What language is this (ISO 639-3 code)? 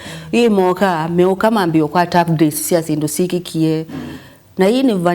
kam